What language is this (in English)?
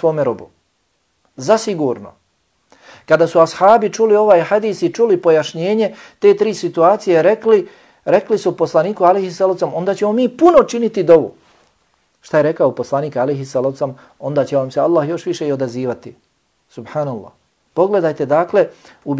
Bosnian